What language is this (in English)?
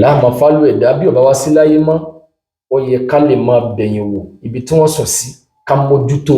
Yoruba